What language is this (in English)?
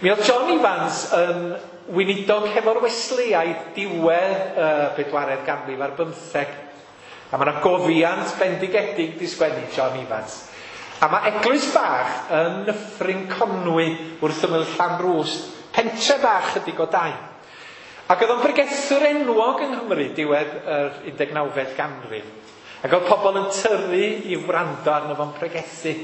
Welsh